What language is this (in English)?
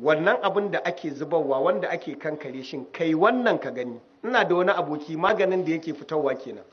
Hausa